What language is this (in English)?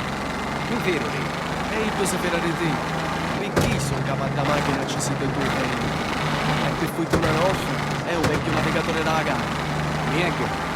Sicilian